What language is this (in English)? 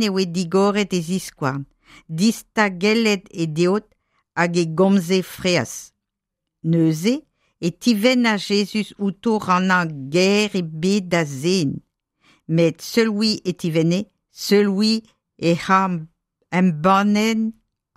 Breton